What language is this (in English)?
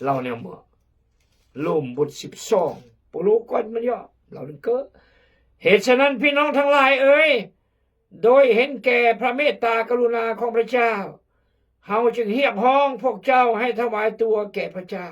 Khmu